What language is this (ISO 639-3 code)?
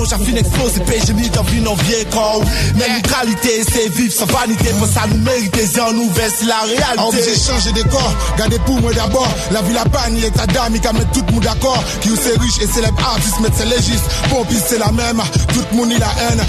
fra